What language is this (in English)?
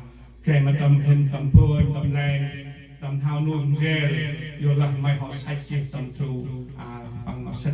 Central Mnong